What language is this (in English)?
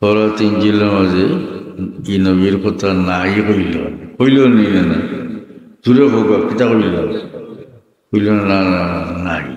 Sylheti